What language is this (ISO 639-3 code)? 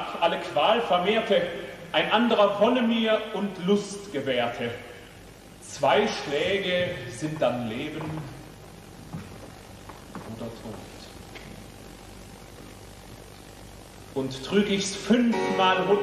deu